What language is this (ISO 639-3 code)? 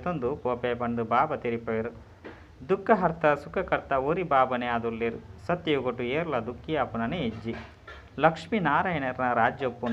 tcy